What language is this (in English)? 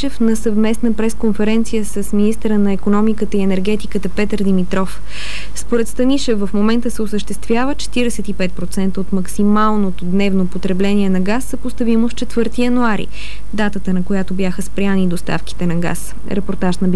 Bulgarian